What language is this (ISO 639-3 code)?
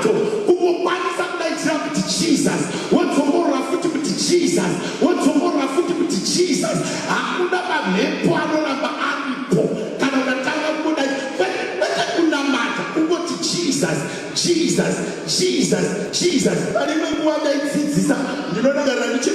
sna